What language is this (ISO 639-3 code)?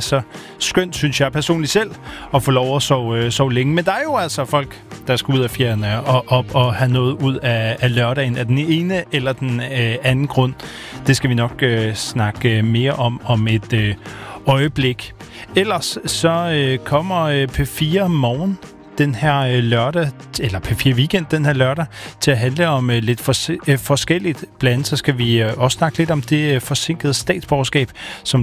dan